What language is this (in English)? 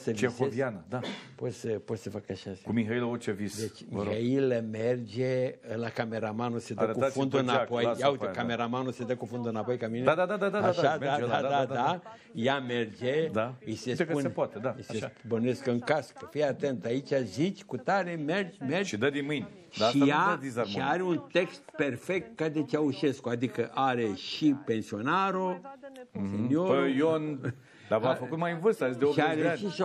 Romanian